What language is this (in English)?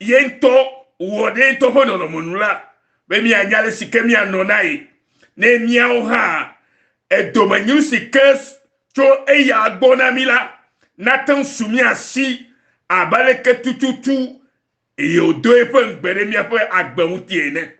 Ewe